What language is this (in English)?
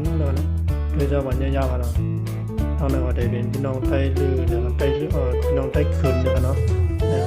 Shan